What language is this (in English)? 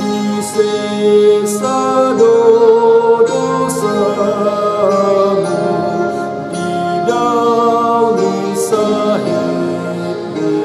Batak Toba